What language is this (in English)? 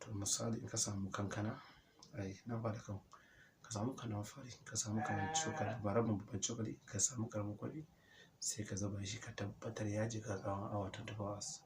Hausa